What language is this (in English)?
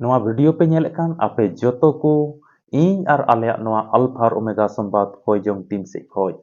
Santali